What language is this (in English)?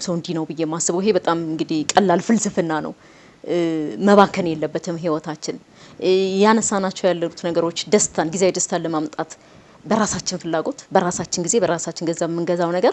Amharic